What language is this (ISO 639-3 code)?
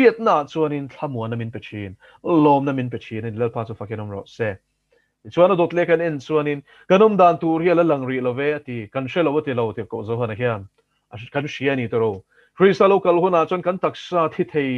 lus